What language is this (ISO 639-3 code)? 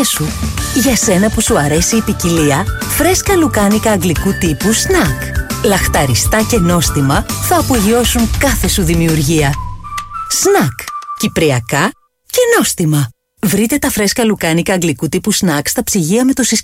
ell